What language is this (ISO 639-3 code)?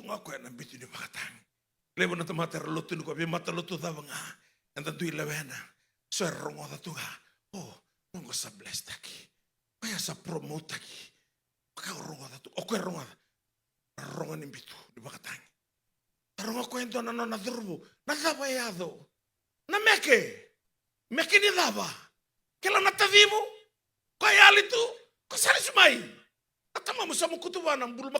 fij